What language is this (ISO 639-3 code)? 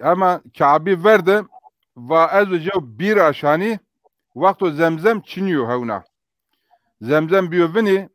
zza